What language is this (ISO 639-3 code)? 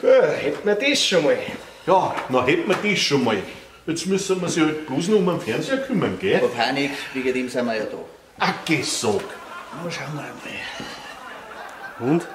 bar